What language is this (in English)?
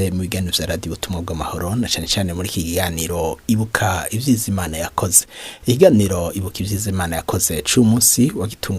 Rundi